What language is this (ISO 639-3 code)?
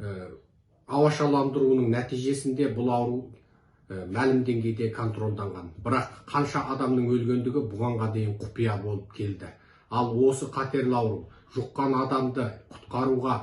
kaz